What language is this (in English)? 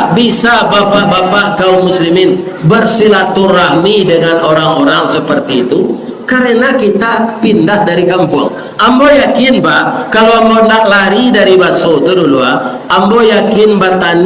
Minangkabau